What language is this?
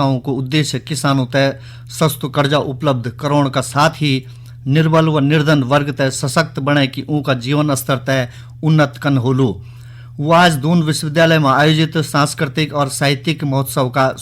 Garhwali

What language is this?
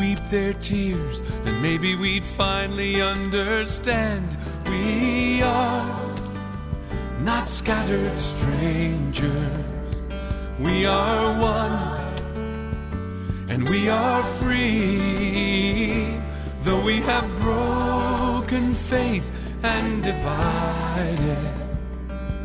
Estonian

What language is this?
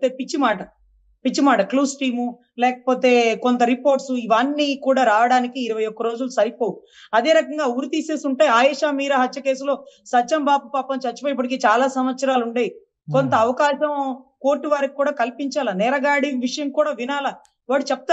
Telugu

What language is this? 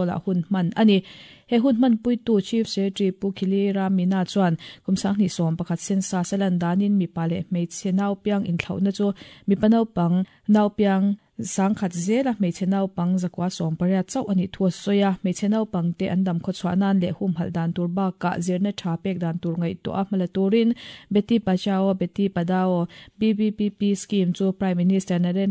Mizo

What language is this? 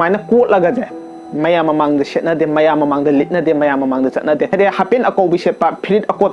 Manipuri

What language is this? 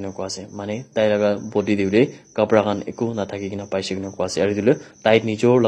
Naga Pidgin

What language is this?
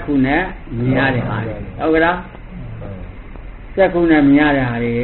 Burmese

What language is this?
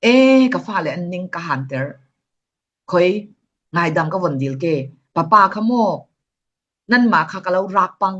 Falam Chin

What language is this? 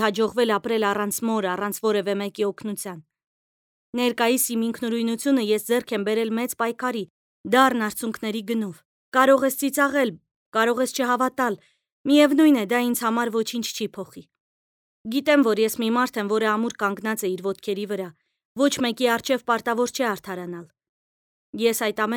Armenian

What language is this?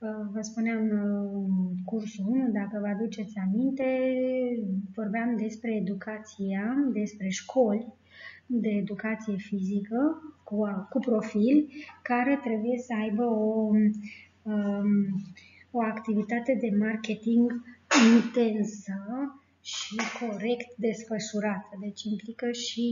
Romanian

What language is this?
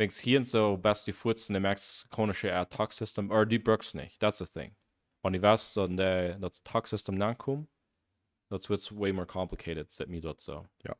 Plautdietsch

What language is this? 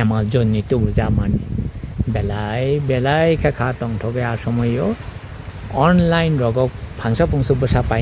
Kok Borok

